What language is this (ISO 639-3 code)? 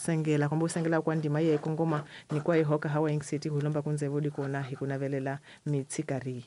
tso